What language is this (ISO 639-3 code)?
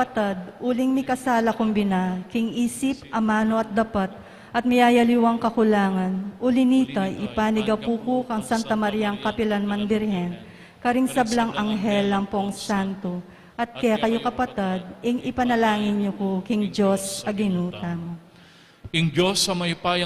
pam